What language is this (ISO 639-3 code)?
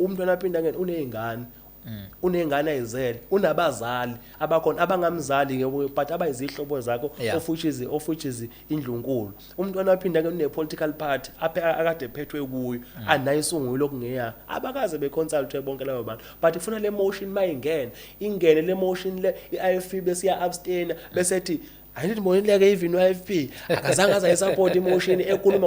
zul